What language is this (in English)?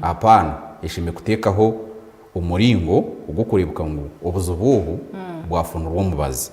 Nyankole